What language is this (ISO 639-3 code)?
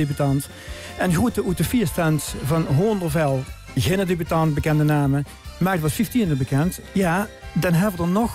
lim